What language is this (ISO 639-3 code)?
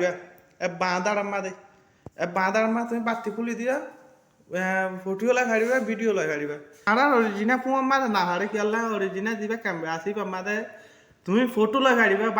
rhg